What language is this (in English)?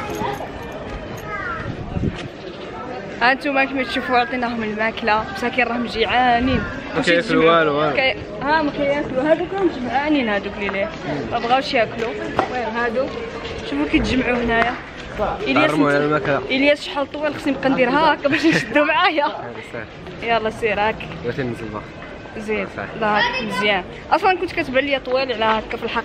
Moroccan Arabic